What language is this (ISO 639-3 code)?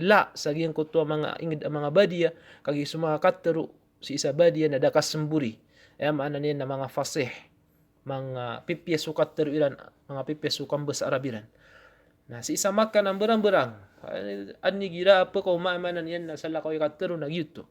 mrw